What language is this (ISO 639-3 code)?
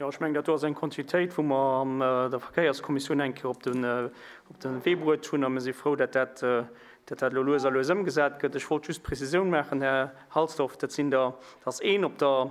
ltz